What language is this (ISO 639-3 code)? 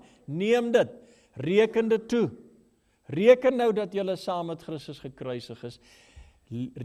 afr